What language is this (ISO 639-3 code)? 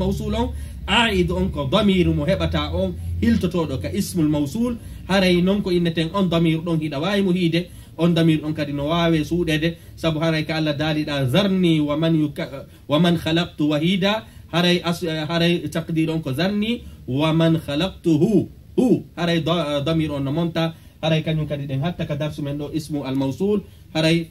fuf